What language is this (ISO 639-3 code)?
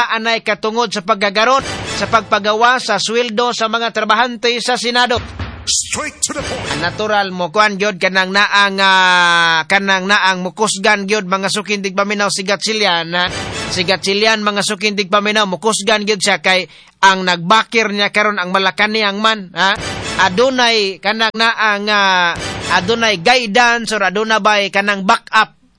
ceb